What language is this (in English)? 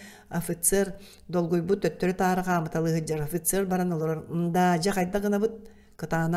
Yakut